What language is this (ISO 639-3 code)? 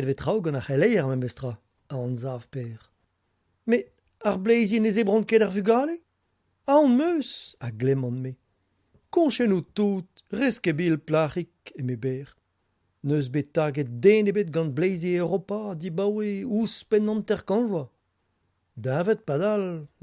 bre